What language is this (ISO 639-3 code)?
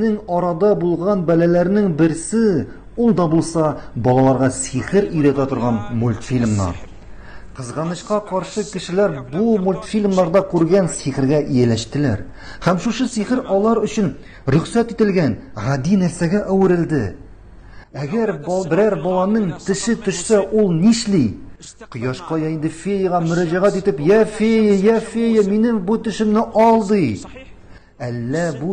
tat